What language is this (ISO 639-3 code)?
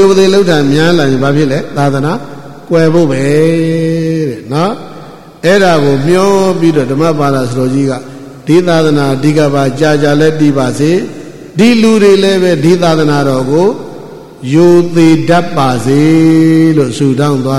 mya